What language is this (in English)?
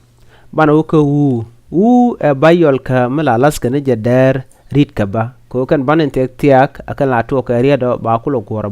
Nuer